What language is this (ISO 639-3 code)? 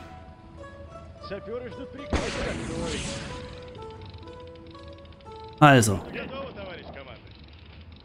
deu